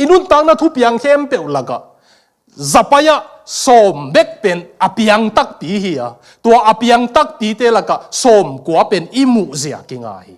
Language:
Tedim Chin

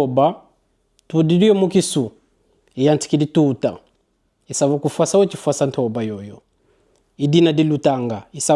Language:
Kongo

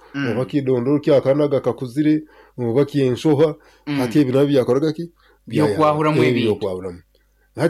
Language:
Nyoro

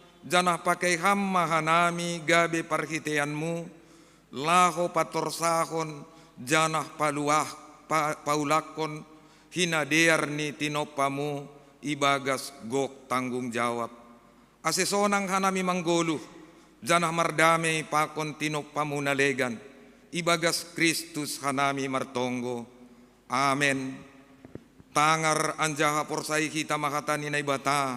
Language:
Batak Simalungun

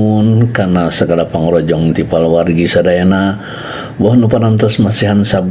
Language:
Sundanese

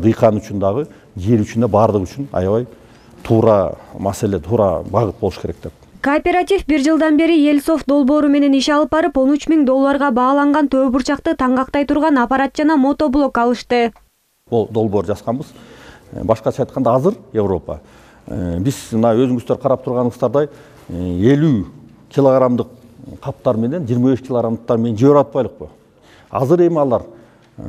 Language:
Kyrgyz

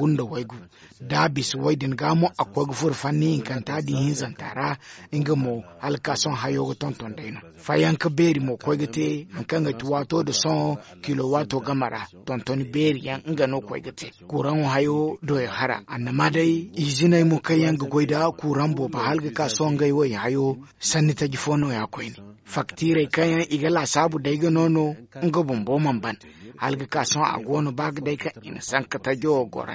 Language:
Zarma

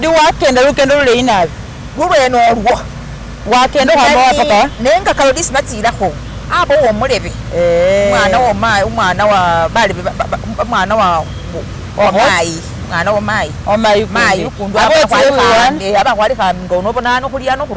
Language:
Masaaba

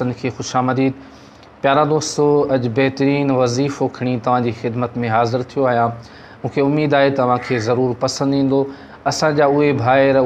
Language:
Sindhi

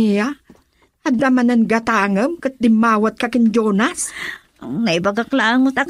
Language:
Iloko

